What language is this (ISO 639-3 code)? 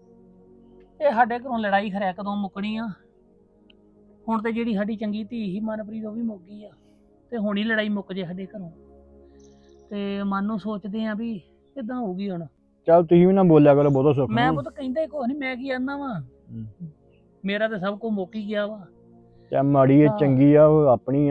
pan